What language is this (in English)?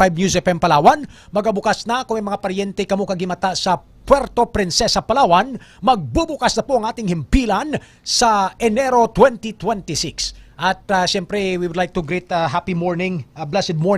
Hiligaynon